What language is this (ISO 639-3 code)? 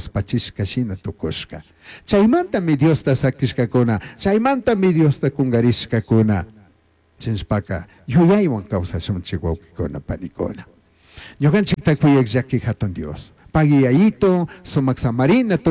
qug